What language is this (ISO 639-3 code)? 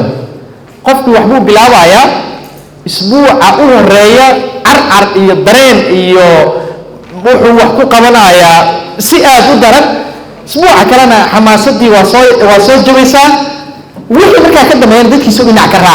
som